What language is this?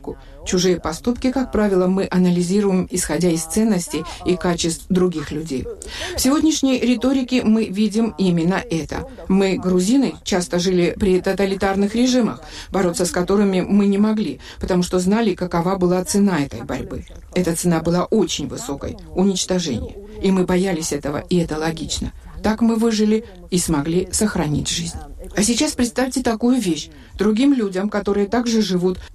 Russian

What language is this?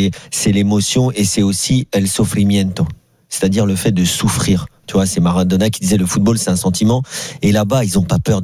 French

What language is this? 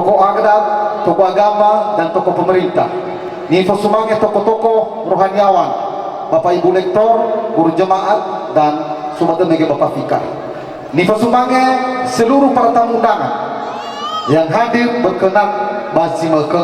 Nias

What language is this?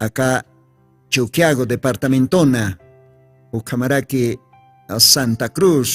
Aymara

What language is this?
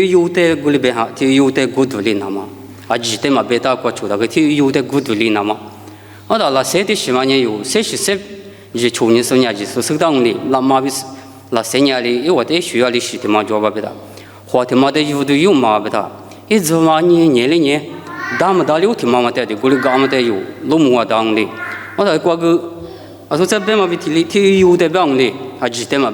Lisu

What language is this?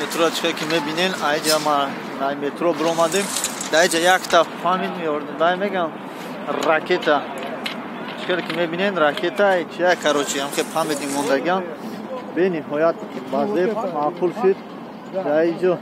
Tajik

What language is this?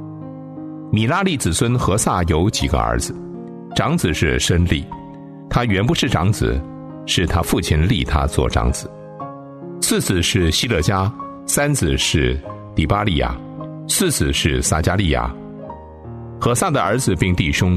Chinese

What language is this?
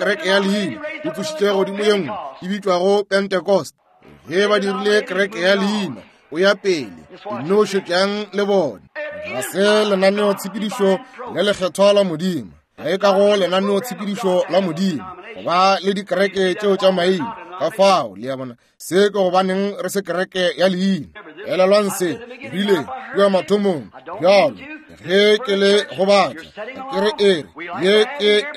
Northern Sotho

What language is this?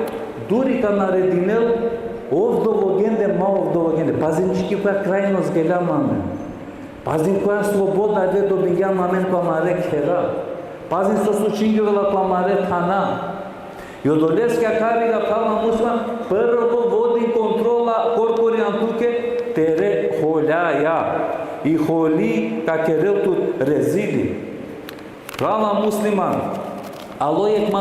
Balkan Romani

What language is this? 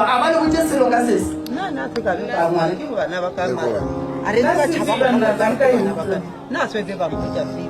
Northern Sotho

